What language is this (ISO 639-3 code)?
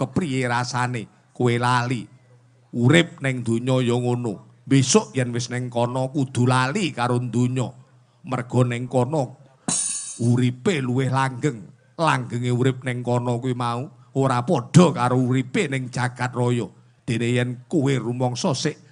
jav